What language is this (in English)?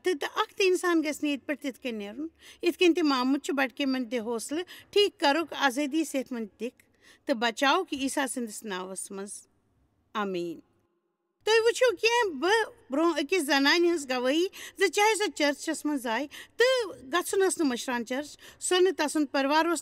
Kashmiri